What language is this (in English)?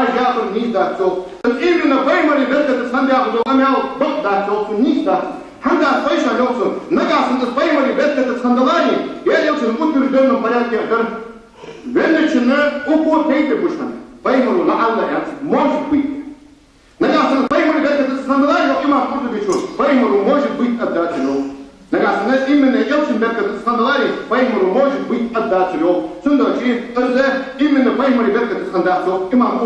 Ingush